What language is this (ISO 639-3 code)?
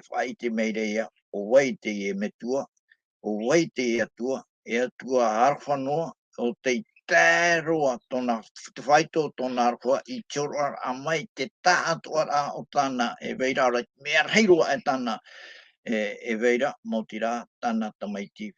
tah